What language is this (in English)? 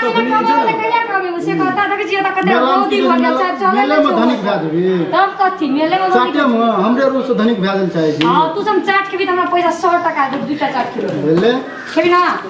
Maithili